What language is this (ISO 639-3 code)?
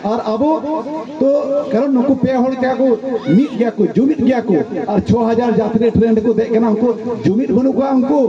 sat